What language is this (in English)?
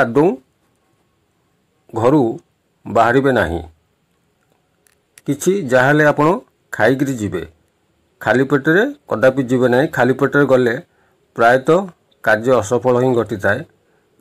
Odia